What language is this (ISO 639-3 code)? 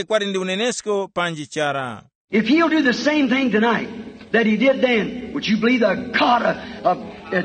tum